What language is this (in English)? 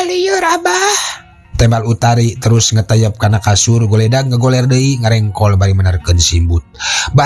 Sundanese